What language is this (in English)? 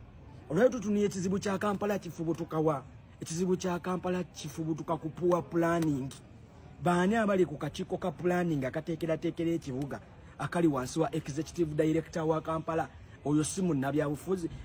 Ganda